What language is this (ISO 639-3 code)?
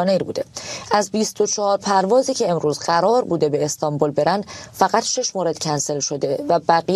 fas